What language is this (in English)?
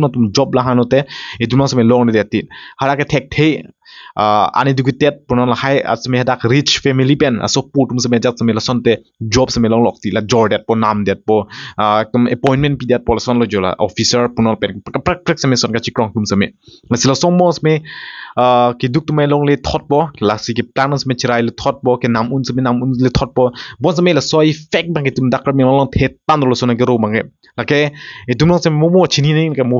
Karbi